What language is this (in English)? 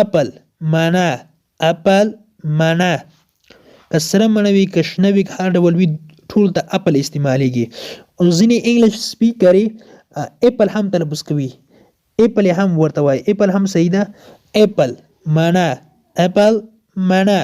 Pashto